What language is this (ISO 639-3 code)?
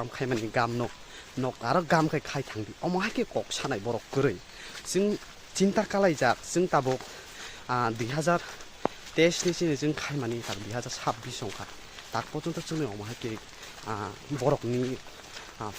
trp